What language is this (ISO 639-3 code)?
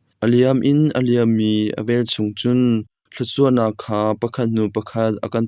cnh